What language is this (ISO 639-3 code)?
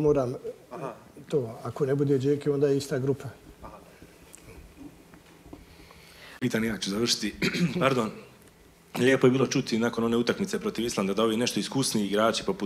bos